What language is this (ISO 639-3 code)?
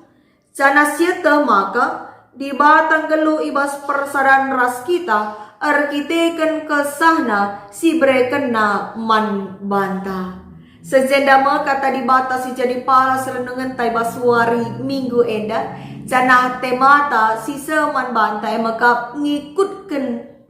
btx